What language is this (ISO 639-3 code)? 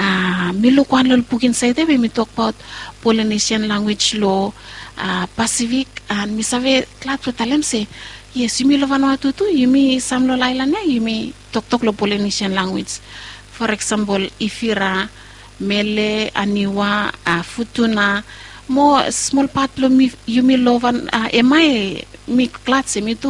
bis